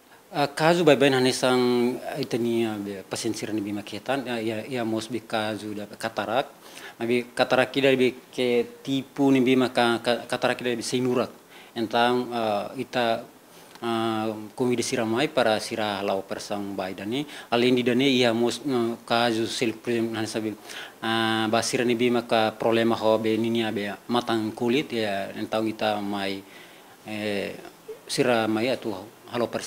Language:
Tetum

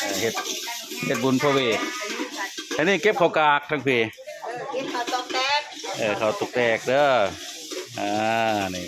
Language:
Northeastern Thai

